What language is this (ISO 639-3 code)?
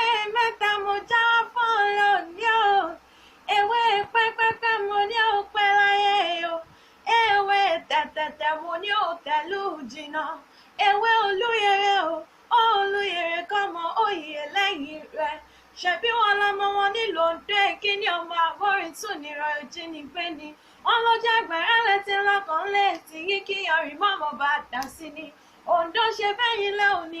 yor